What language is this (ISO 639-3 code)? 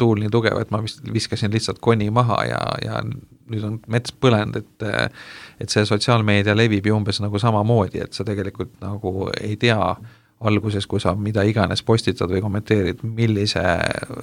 est